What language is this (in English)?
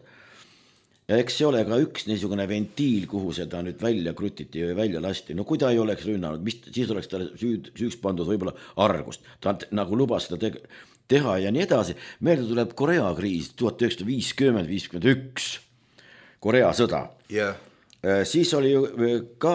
Estonian